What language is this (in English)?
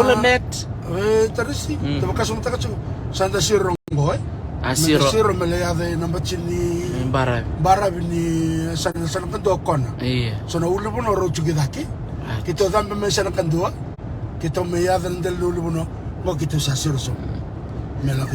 Fijian